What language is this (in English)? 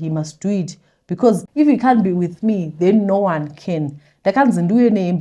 Shona